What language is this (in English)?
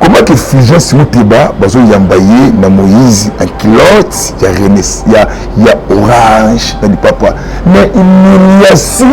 Lingala